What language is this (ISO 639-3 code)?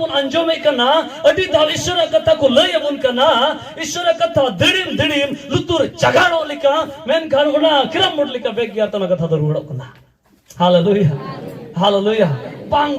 sat